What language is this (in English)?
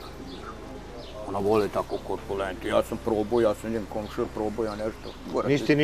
Serbian